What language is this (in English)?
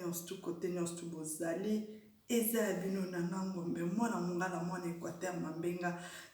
Lingala